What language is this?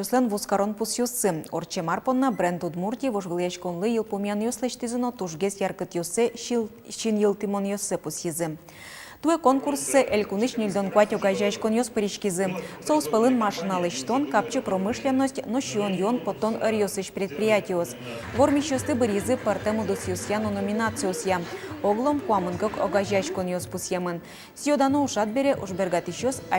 Udmurt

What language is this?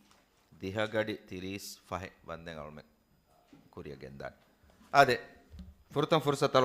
Divehi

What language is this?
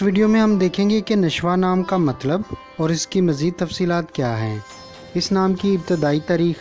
Urdu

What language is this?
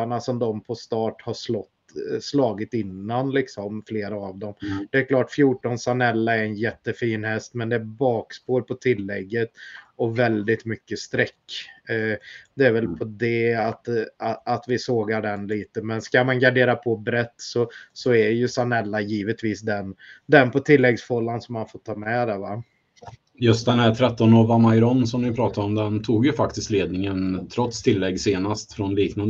Swedish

